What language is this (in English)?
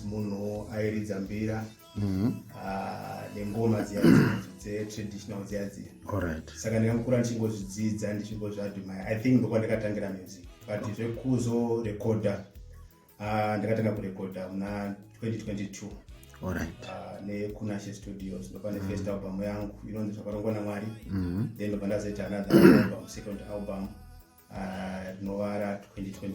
Shona